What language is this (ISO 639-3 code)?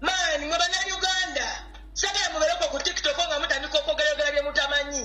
lug